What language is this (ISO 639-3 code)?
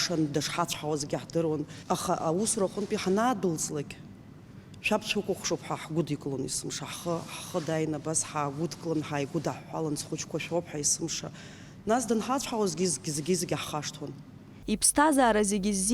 abk